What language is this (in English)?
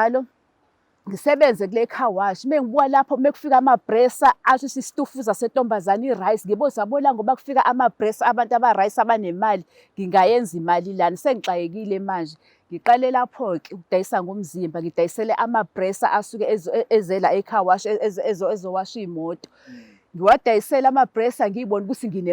Zulu